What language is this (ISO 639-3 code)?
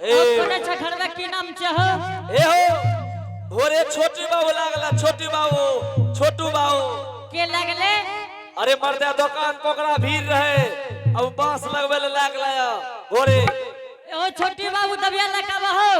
anp